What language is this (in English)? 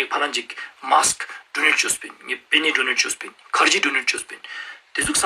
Ladakhi